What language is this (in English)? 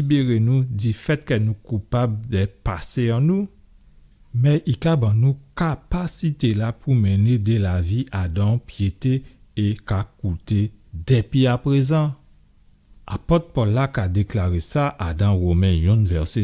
Guadeloupean Creole French